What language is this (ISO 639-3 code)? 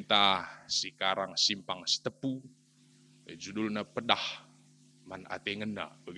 btx